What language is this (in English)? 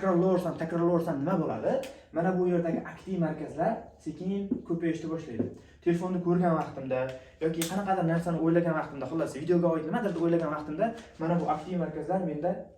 Uzbek